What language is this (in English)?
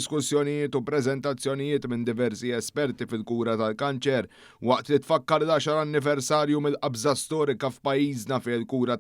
Maltese